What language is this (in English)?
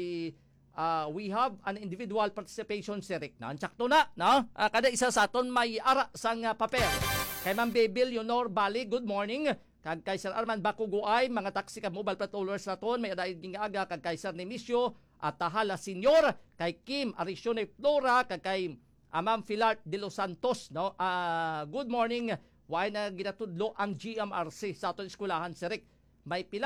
Hiligaynon